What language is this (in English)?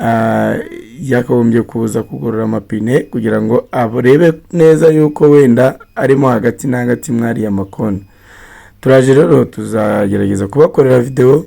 Kinyarwanda